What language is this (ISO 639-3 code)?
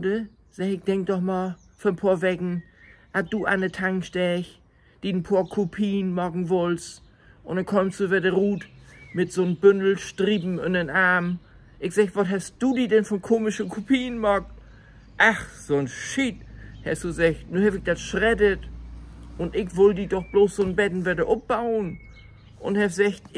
nds